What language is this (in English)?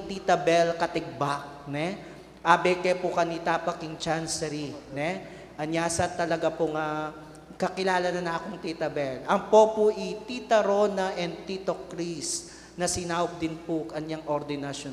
Pampanga